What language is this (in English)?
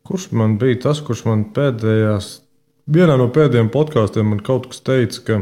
Latvian